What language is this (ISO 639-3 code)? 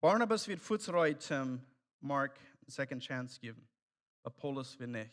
pdt